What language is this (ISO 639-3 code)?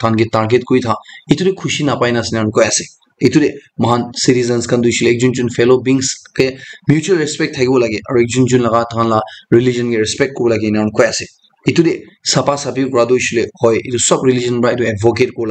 nag